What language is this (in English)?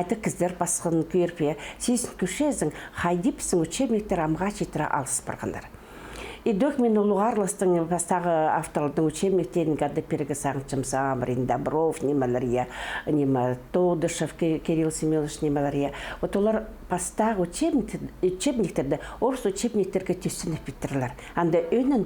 Khakas